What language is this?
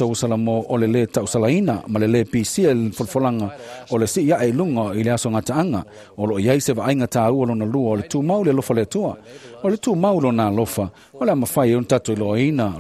Samoan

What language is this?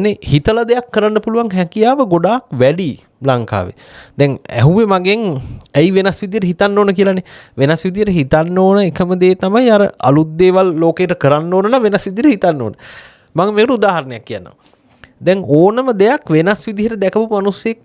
Sinhala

